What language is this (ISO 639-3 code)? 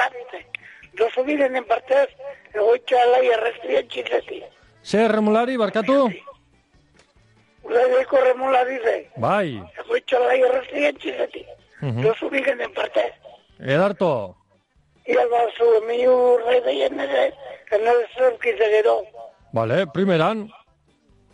eus